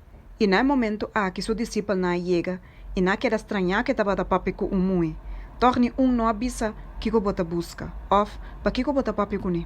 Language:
Papiamento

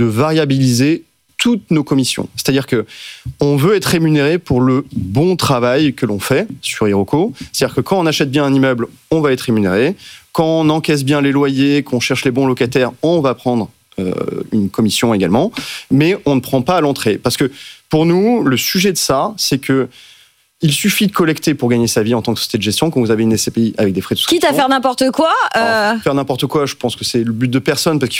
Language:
French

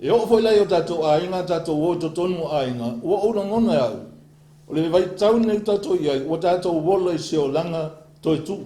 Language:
Samoan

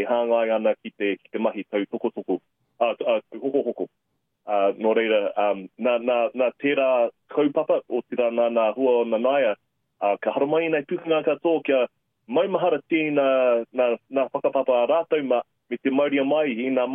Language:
Māori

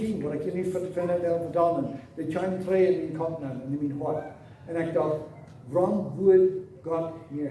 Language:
Plautdietsch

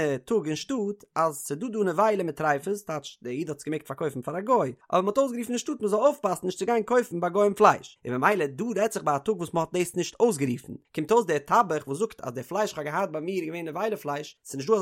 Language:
Yiddish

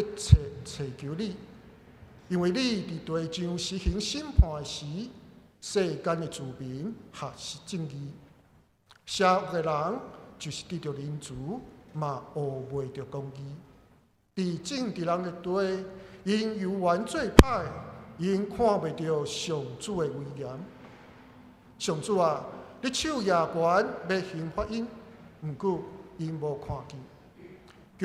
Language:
Min Nan Chinese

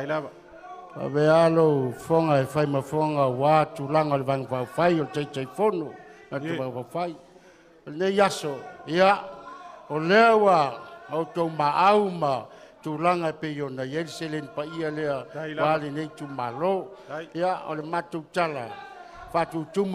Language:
Samoan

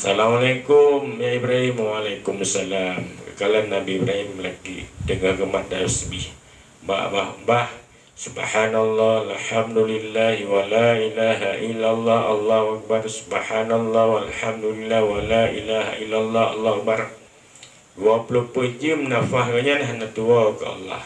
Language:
Achinese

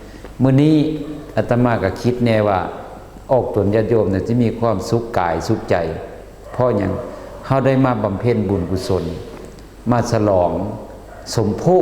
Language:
Lao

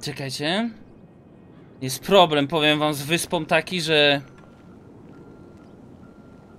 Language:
Polish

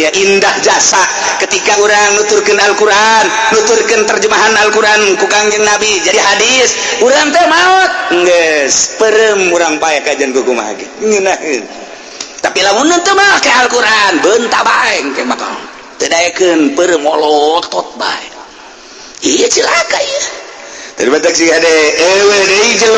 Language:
Sundanese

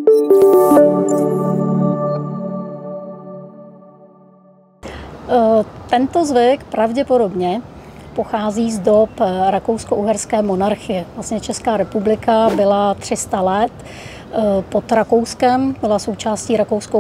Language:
Czech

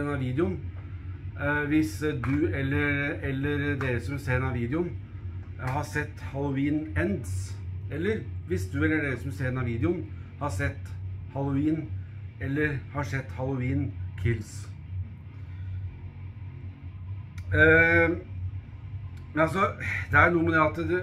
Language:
Norwegian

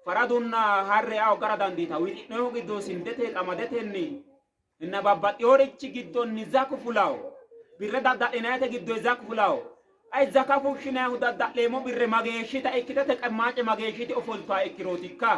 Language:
Sidamo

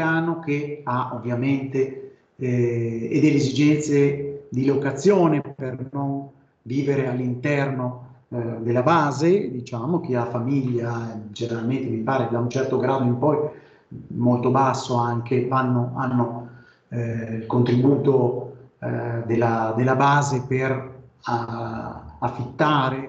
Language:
Italian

